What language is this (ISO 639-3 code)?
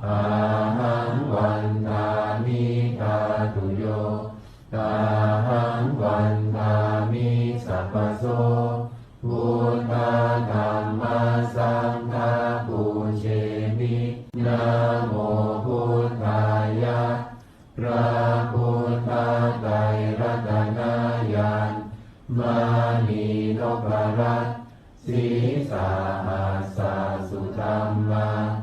pli